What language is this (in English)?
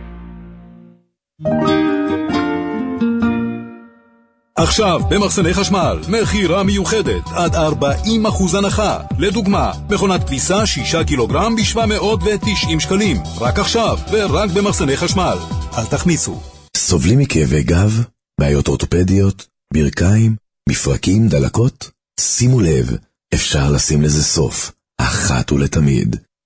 Hebrew